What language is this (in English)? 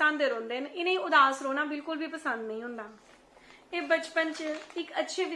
Dogri